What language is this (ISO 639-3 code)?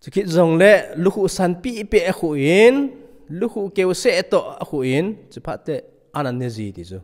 tcz